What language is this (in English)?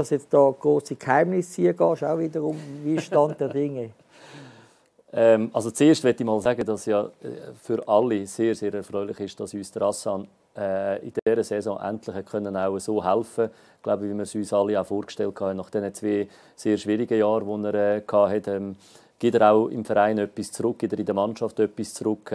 German